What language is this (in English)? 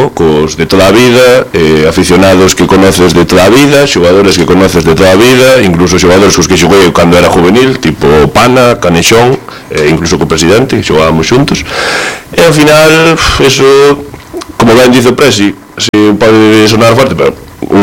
Galician